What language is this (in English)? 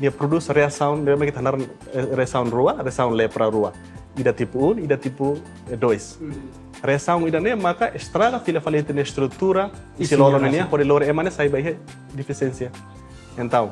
Tetum